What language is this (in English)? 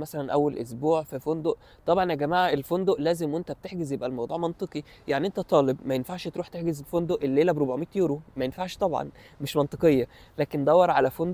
Egyptian Arabic